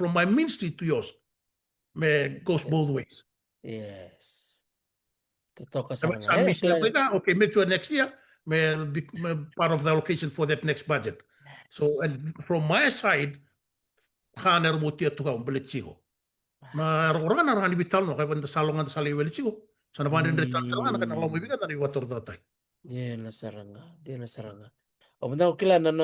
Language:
Fijian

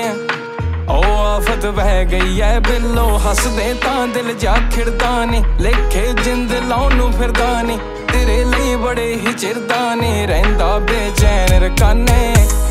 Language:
Punjabi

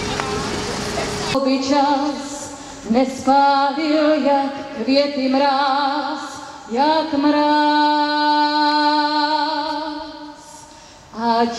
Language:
Czech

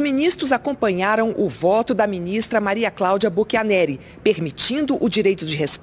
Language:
Portuguese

